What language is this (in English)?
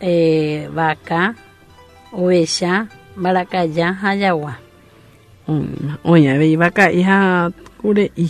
Guarani